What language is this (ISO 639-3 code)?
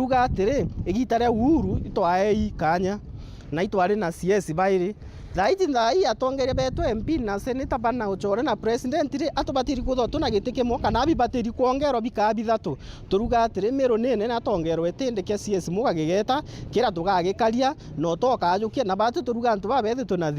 mer